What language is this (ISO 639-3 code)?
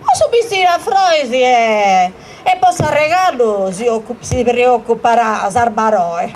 srd